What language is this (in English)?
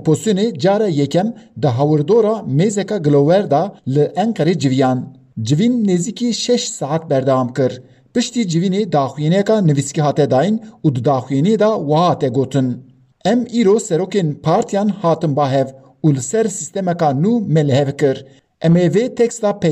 Kurdish